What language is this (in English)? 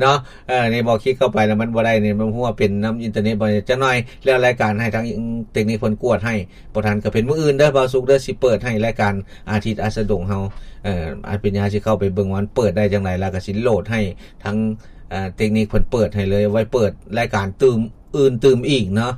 Lao